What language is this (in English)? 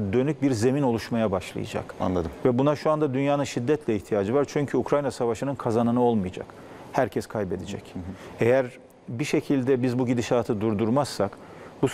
Turkish